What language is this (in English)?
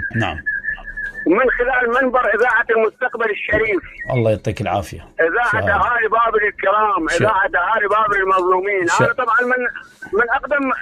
Mesopotamian Arabic